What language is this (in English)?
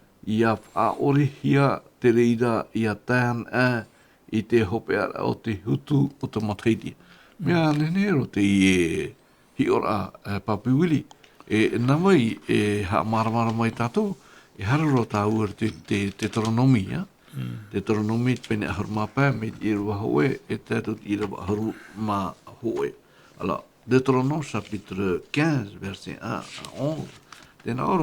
Tahitian